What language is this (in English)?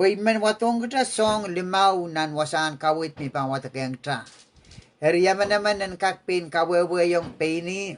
Pohnpeian